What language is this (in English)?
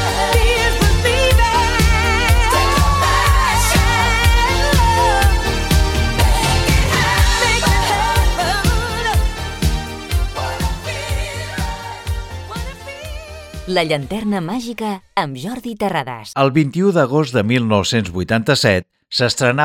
Catalan